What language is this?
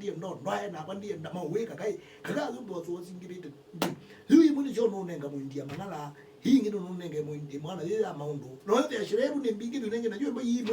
Kamba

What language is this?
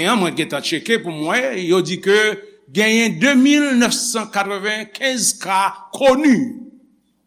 Haitian Creole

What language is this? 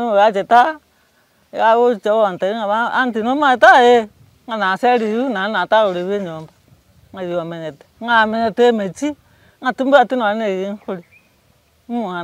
Gusii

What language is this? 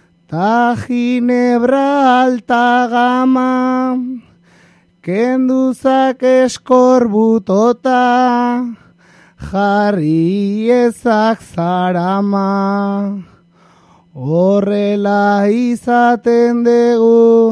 Basque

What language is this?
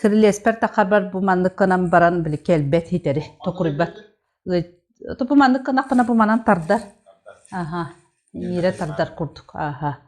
Yakut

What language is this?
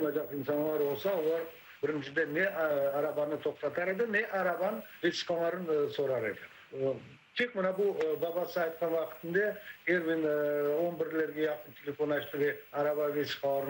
Crimean Tatar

